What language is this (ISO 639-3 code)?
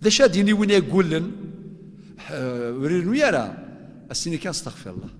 kab